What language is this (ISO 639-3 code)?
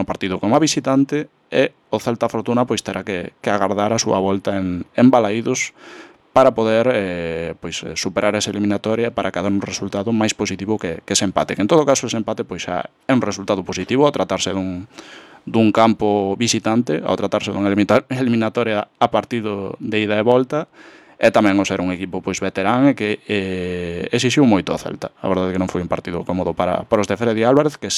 glg